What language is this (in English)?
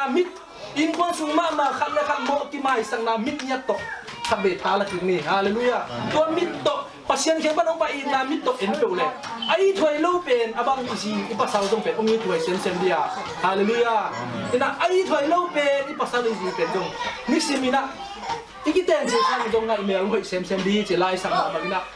Tedim Chin